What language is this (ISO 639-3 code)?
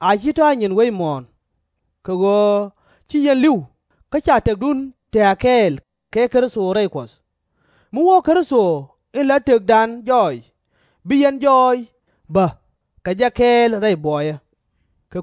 nus